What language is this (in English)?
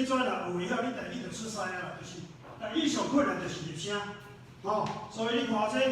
Min Nan Chinese